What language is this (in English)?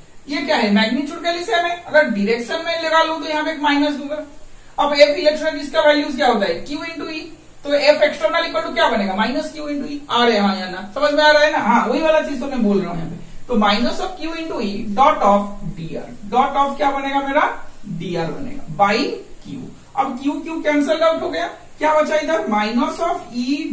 Hindi